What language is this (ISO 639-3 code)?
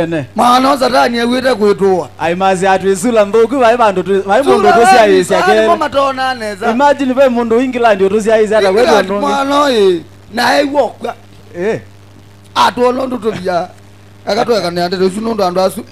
kam